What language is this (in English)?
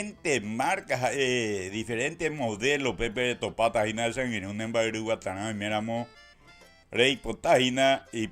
Guarani